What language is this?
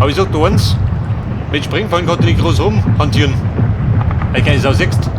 Bavarian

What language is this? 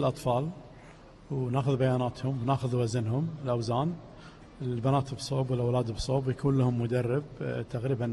Gulf Arabic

